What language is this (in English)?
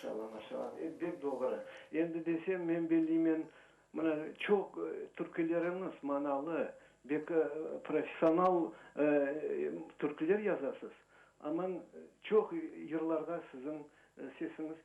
Crimean Tatar